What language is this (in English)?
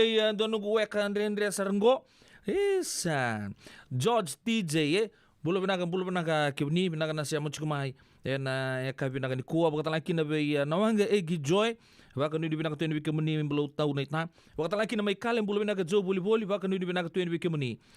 Fijian